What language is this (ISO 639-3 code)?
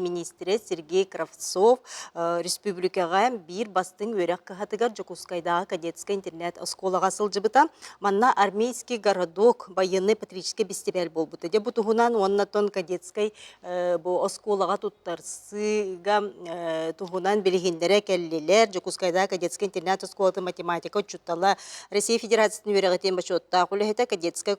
sah